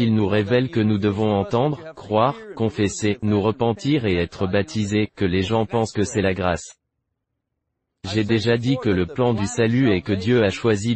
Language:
French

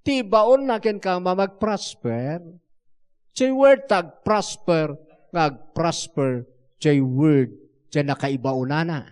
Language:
Iloko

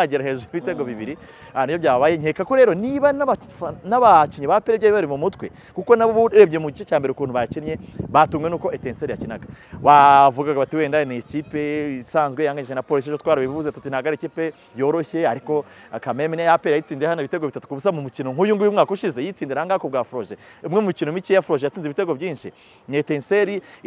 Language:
Kinyarwanda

